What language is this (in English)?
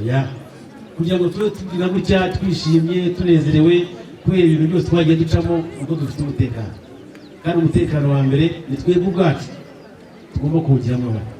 Kinyarwanda